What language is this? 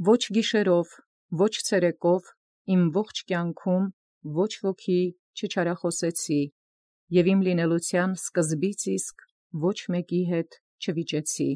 Armenian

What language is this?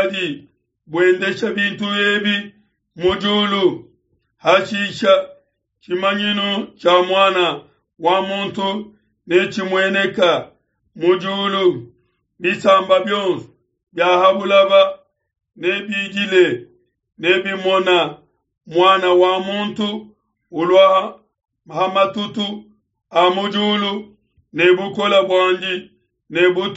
Luba-Lulua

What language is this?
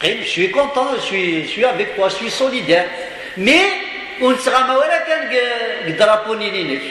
Kabyle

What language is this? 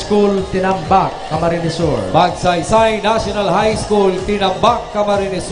Bikol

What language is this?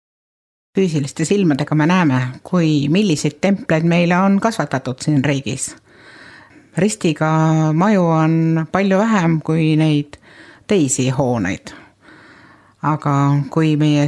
Estonian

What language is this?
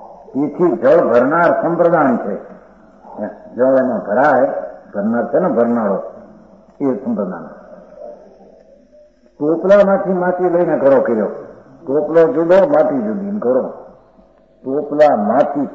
Gujarati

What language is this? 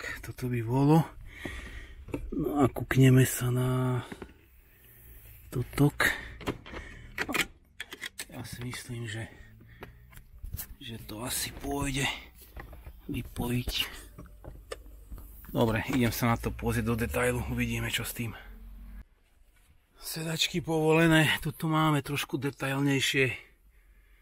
Slovak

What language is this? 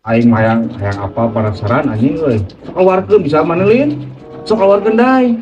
Sundanese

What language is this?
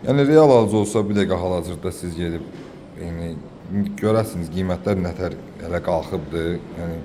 Azerbaijani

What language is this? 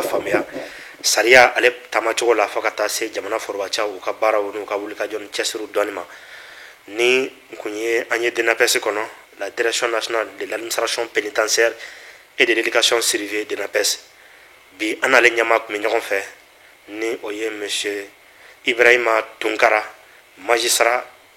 Bambara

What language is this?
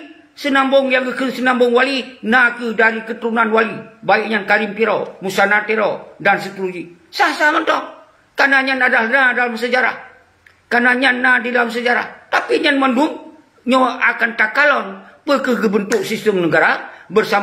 Achinese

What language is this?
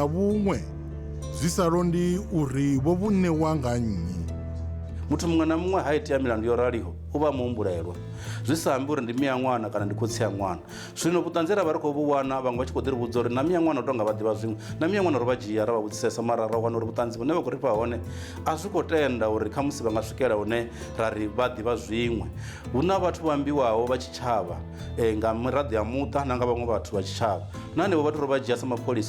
Venda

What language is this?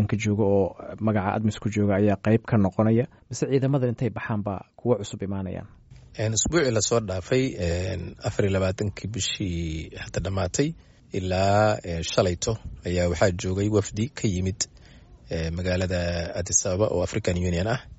Somali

